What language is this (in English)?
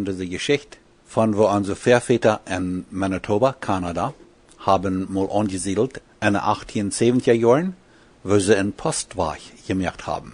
Plautdietsch